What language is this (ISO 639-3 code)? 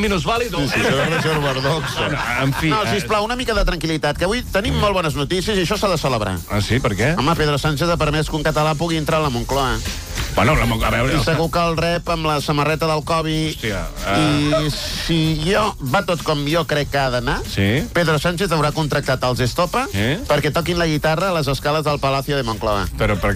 cat